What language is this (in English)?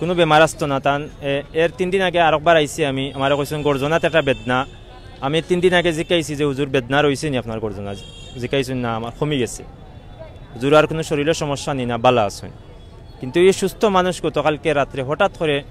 Sylheti